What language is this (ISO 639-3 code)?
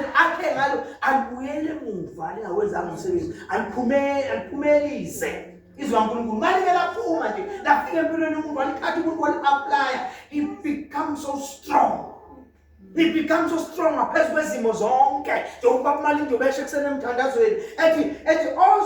zul